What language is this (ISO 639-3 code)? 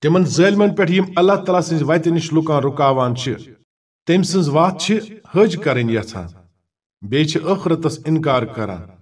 kas